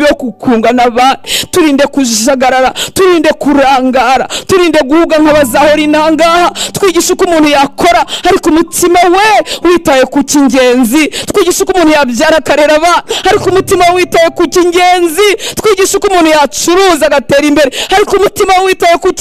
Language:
Kinyarwanda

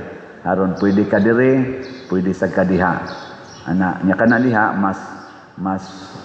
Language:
Cebuano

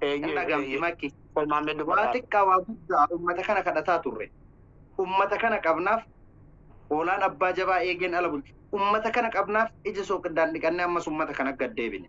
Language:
Oromo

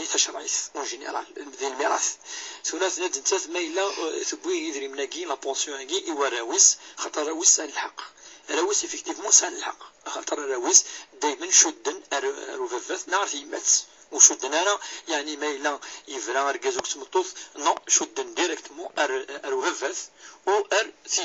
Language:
Kabyle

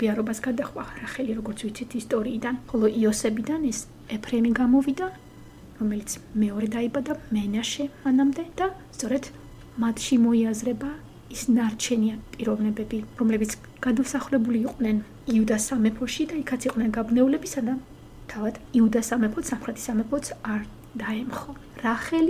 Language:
Georgian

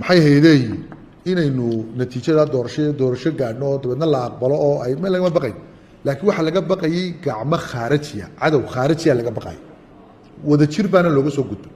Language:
Somali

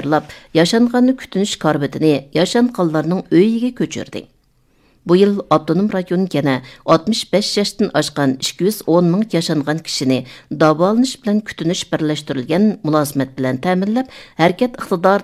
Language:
Uyghur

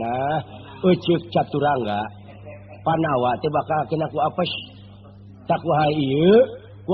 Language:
Sundanese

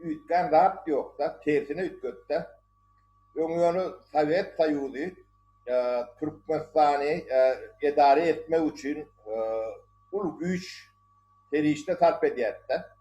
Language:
Turkmen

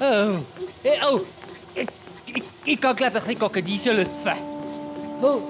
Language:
Swiss German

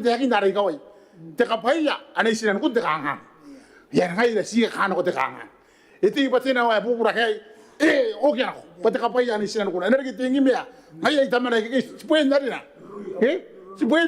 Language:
Gilbertese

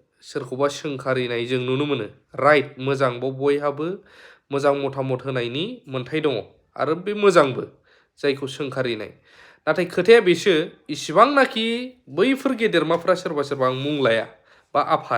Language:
Bodo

